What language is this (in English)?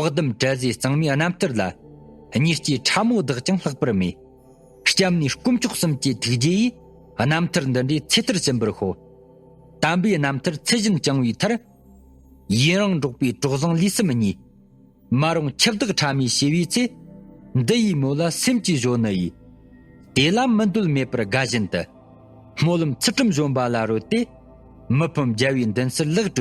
Tibetan